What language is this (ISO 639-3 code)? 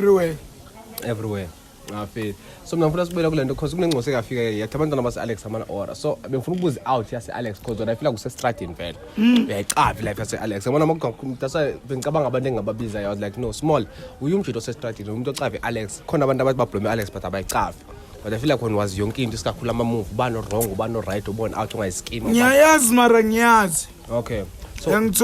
zul